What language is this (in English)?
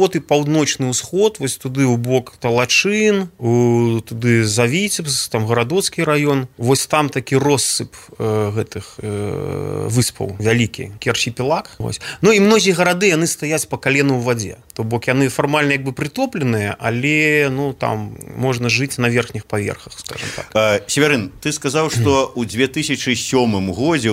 Belarusian